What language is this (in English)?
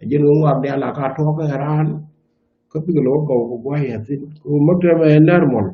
Nuer